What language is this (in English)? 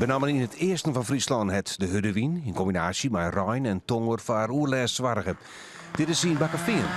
Western Frisian